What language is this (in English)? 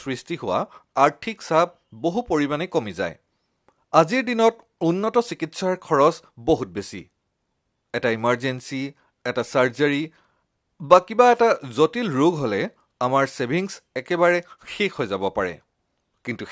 Assamese